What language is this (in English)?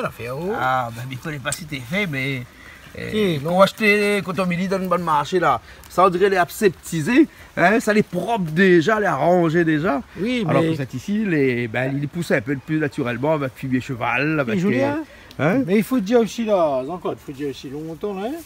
Réunion Creole French